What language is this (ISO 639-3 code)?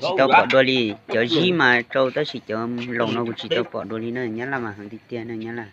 hmn